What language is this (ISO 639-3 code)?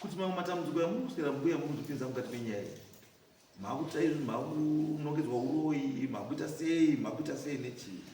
sna